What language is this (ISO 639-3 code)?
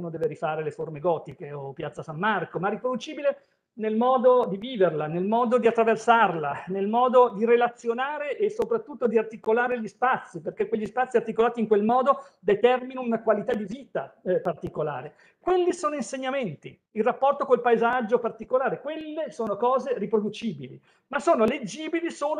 ita